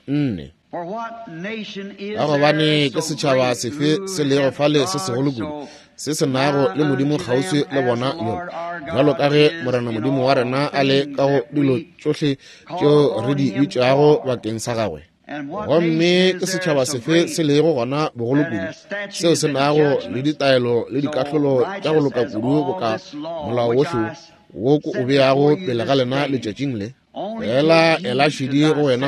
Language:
Northern Sotho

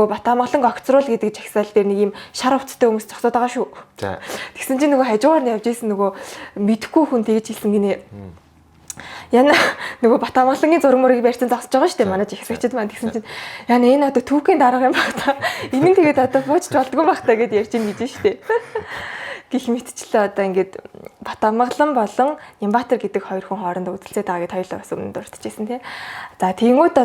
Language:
Mongolian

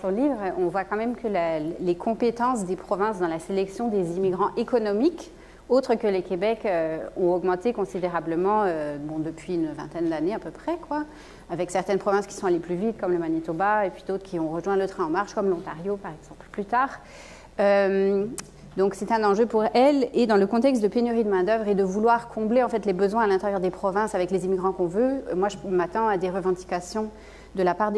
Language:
French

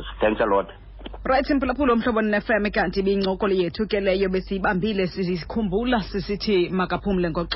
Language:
Xhosa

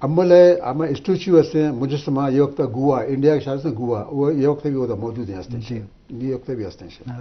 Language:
Eastern Balochi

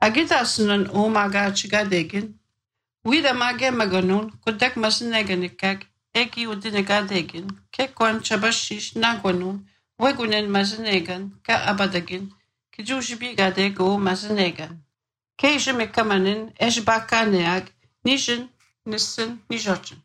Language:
Serbian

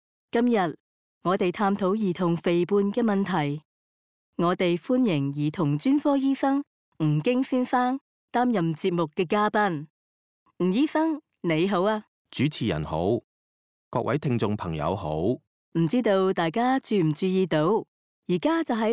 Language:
Cantonese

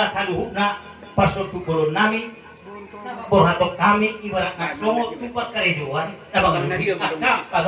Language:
Batak Toba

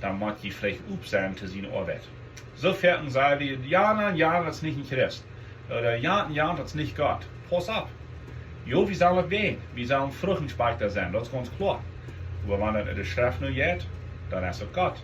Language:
Plautdietsch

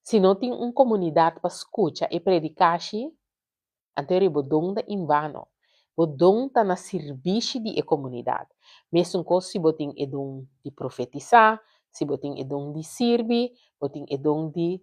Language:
Papiamento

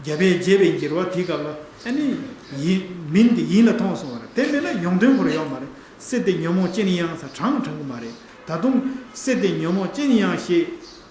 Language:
Tibetan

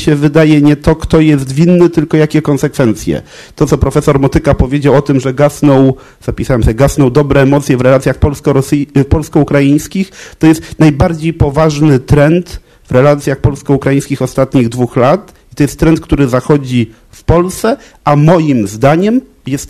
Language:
Polish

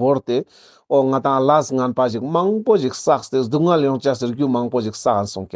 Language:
Ladakhi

